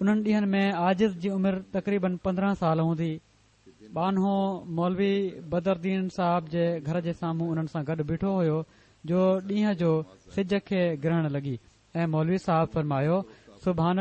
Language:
Sindhi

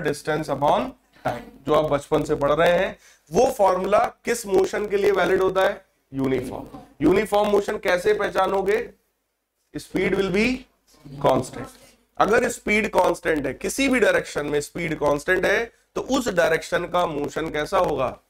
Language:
Hindi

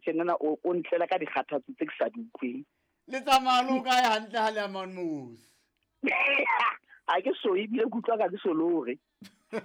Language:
Southern Sotho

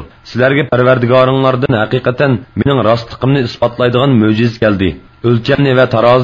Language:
Uyghur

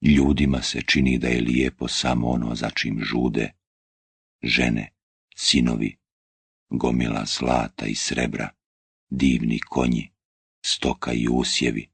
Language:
Bosnian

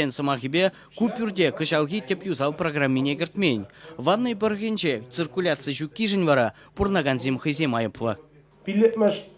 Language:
Chuvash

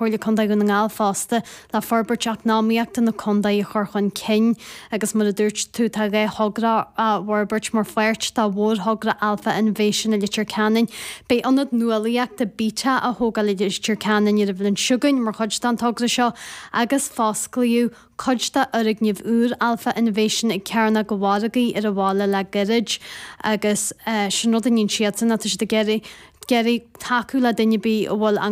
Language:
Irish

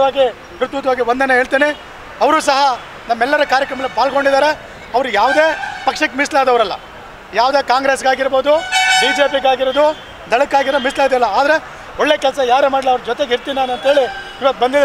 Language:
Kannada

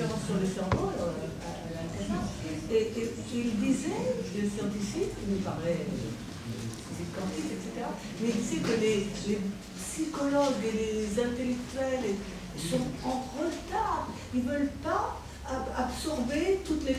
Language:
French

